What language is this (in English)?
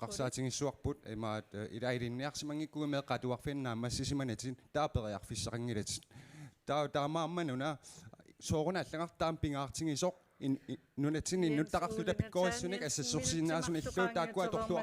Kalaallisut